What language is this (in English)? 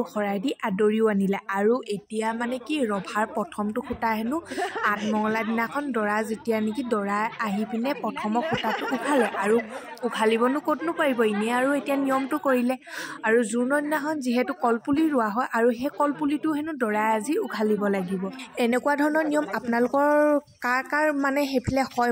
Assamese